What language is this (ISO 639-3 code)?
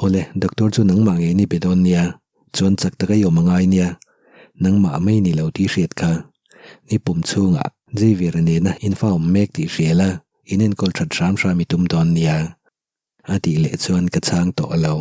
lus